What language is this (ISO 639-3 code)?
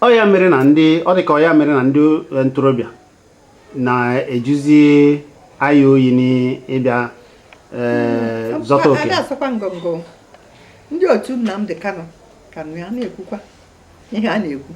ibo